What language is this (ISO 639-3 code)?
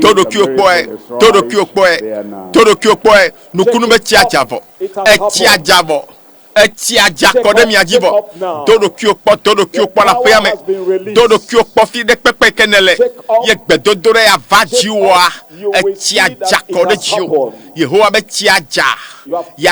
ewe